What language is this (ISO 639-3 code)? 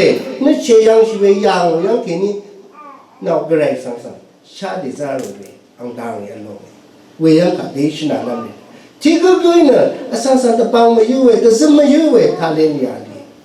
raw